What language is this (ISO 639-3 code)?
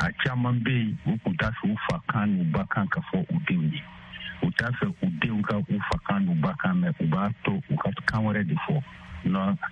bam